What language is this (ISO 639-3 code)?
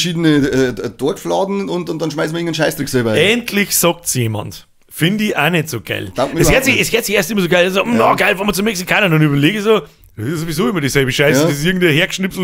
bar